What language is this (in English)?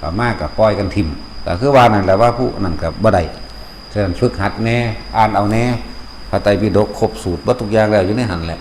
Lao